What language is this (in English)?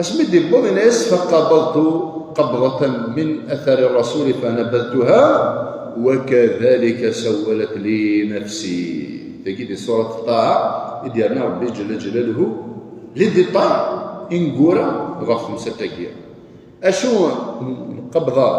Kabyle